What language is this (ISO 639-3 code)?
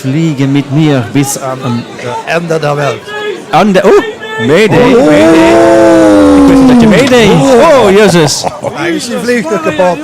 lim